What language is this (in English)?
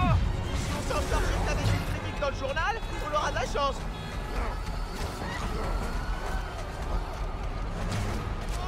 French